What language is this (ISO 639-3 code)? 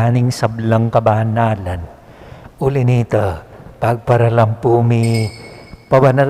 pam